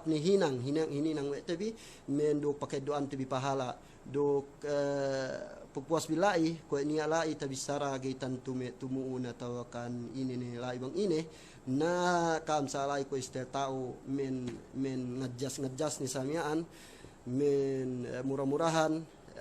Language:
Yakan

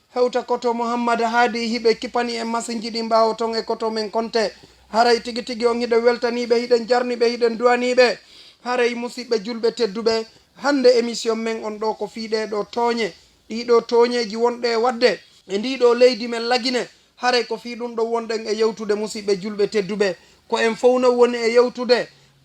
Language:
Fula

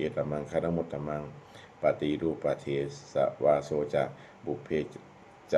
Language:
Pali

